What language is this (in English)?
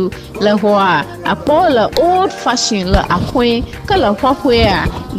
Ewe